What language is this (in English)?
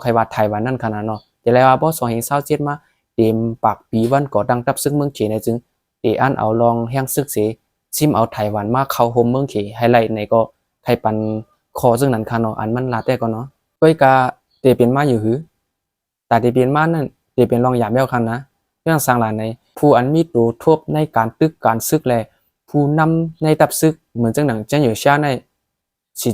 Shan